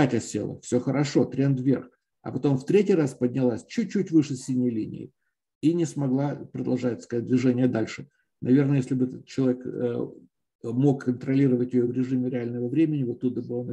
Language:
Russian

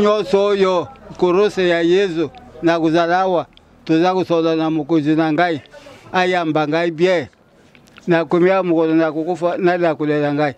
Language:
Lingala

